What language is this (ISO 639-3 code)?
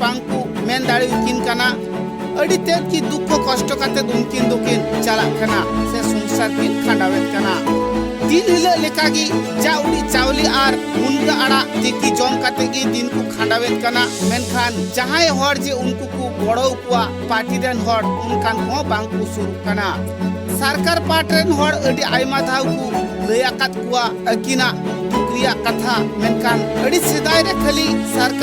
sat